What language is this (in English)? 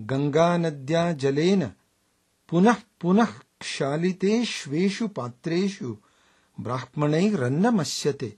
Sanskrit